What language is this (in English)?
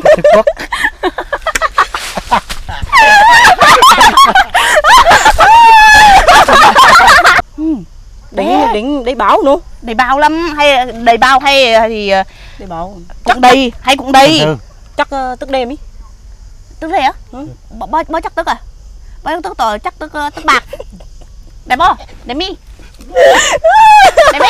Vietnamese